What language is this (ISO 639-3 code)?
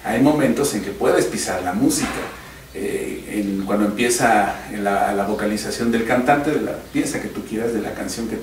spa